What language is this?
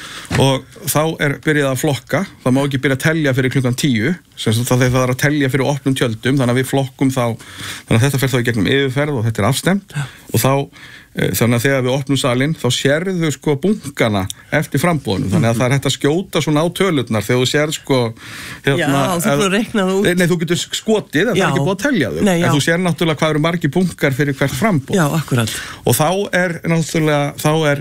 Icelandic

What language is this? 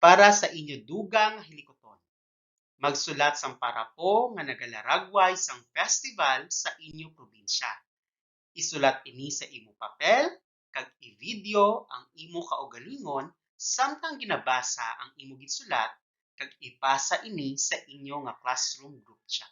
Hiligaynon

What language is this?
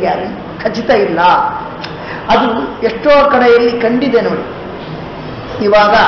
Kannada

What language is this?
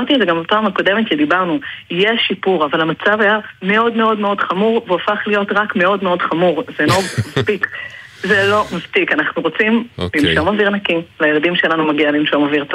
Hebrew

